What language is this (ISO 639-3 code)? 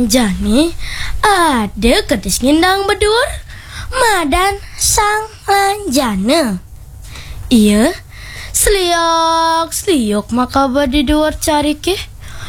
ban